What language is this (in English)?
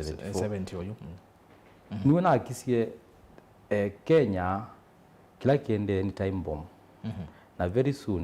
Kamba